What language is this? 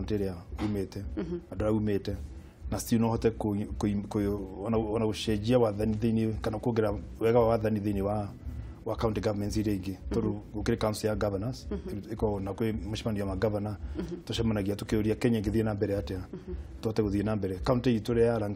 Kikuyu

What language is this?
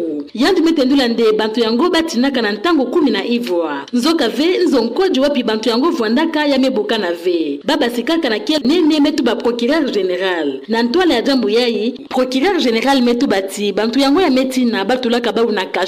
Kituba (Democratic Republic of Congo)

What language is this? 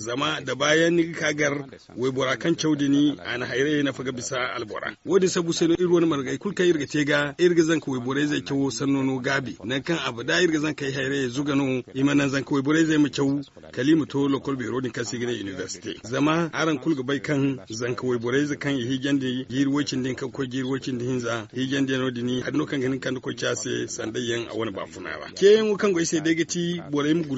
Zarma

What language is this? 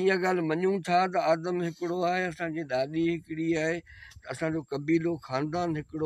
Sindhi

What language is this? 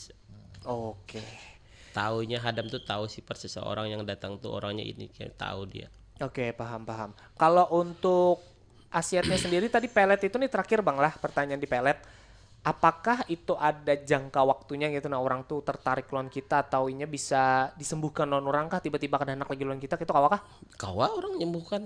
Banjar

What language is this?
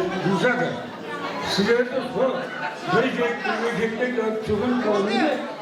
Kara-Kalpak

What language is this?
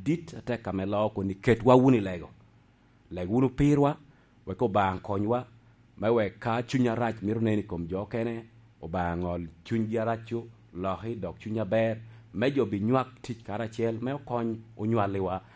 Lango (Uganda)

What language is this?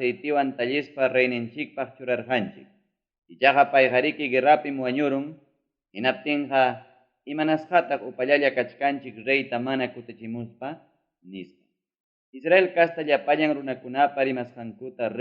Ayacucho Quechua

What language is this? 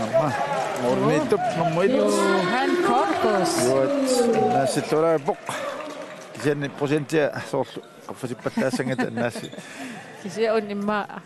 Kalaallisut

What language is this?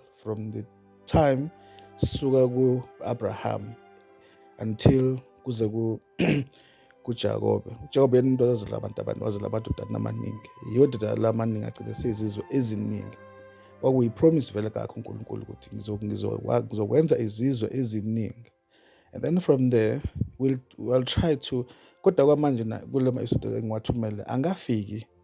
Zulu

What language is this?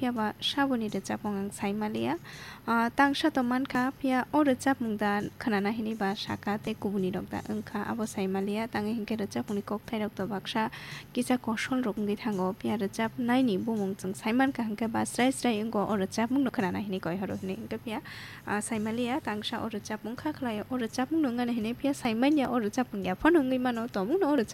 Kok Borok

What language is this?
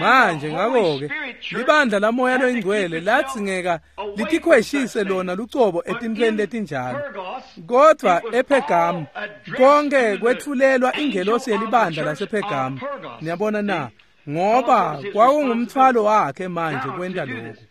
Swati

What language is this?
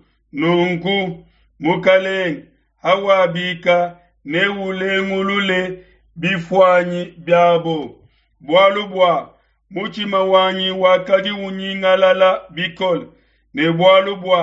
Luba-Lulua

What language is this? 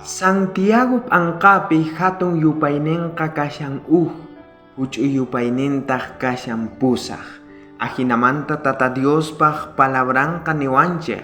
South Bolivian Quechua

